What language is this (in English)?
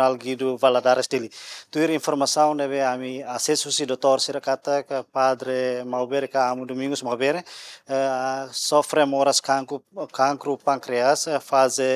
Tetum